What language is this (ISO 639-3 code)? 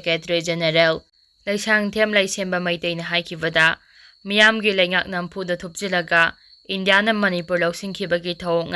mni